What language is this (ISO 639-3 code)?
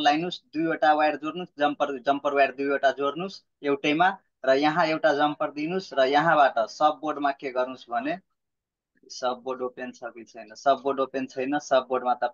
nep